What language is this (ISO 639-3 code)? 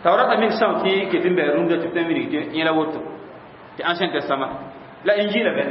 mos